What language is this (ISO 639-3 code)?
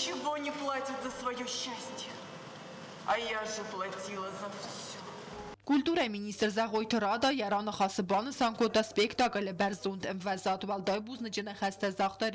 oss